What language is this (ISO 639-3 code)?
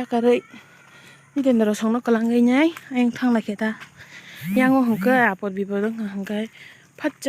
trp